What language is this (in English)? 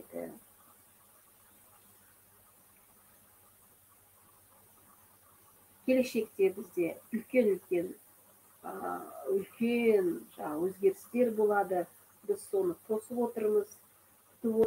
Kazakh